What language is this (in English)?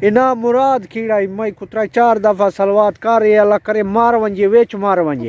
Saraiki